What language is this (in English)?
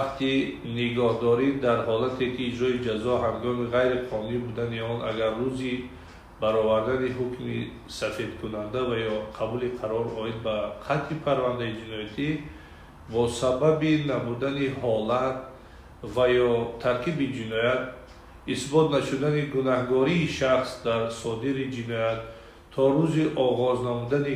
Tajik